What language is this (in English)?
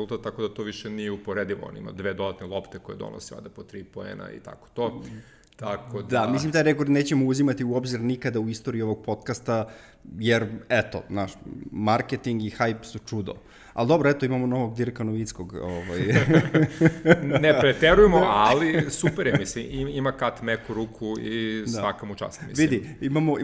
Serbian